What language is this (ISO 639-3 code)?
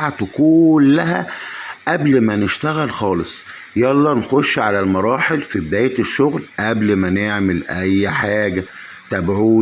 arz